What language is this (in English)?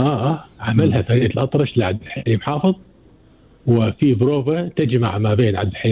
Gulf Arabic